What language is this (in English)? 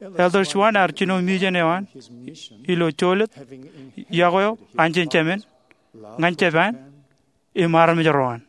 Marshallese